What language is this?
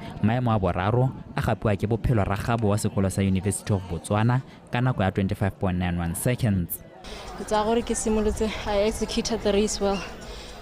Tswana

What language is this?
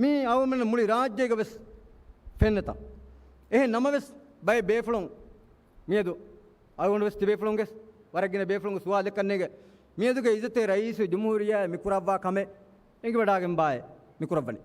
Divehi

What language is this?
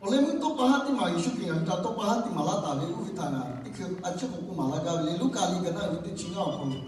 Lahu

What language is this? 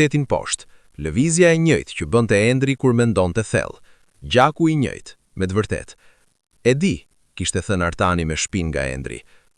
Albanian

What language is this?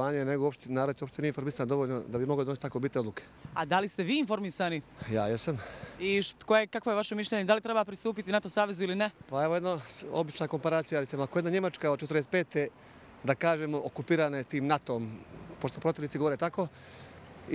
Bosnian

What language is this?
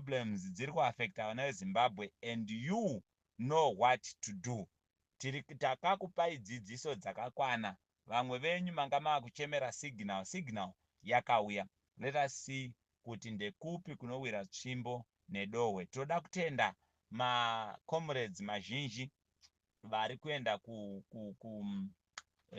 Shona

